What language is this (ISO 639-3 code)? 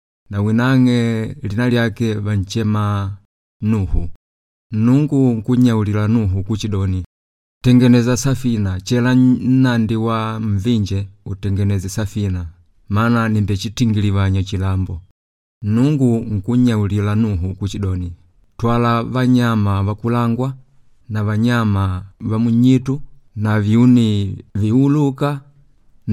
kde